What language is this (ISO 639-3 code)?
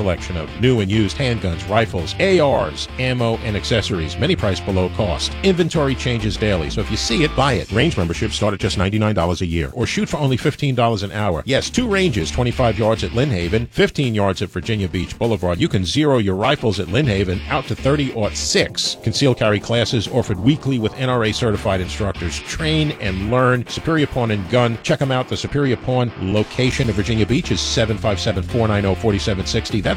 eng